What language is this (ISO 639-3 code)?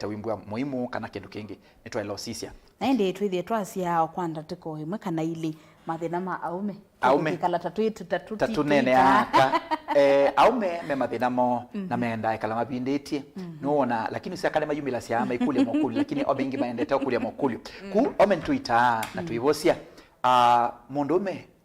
kam